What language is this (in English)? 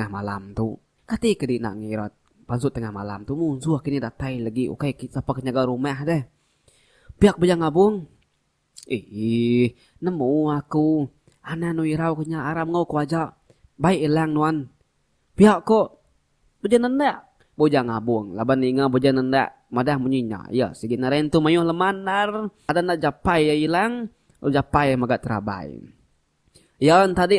Iban